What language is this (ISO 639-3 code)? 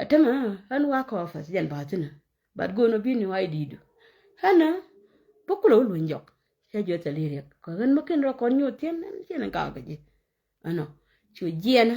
nus